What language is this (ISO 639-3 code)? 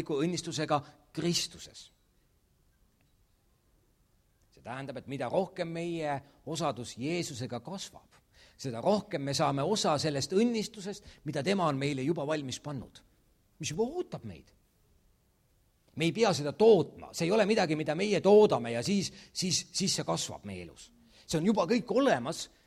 est